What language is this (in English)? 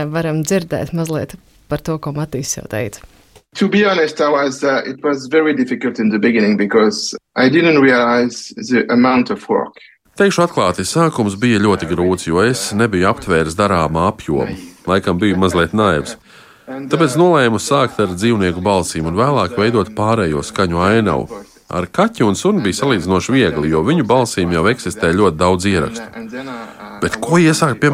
Latvian